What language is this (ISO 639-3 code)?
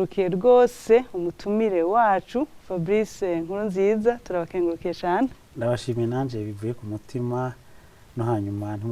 run